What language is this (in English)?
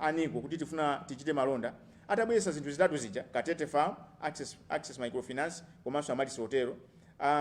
Nyanja